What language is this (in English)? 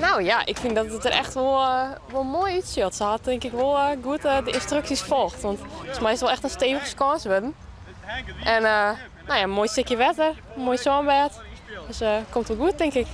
Western Frisian